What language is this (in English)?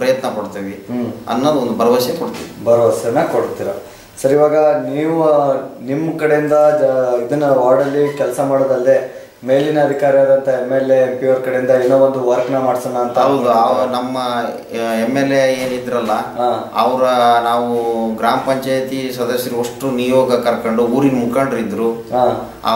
Kannada